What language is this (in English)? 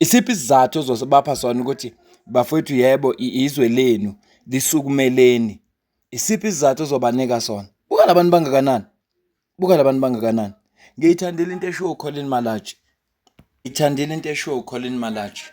Zulu